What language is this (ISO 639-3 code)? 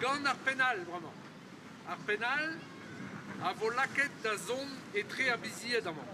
bre